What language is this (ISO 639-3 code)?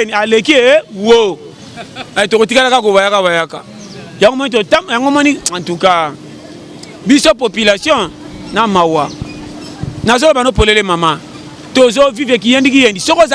lin